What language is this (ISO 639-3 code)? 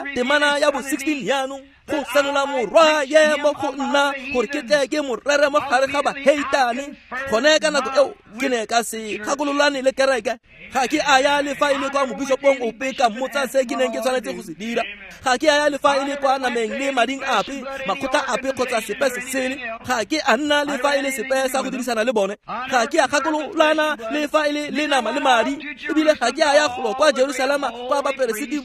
tsn